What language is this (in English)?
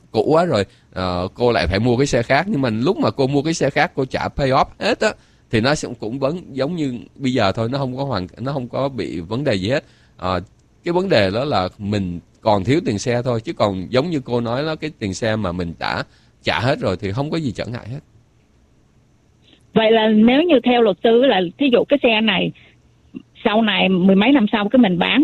Vietnamese